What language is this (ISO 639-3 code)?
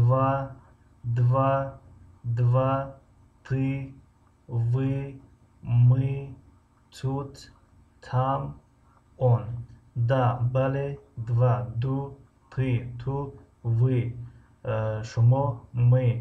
tgk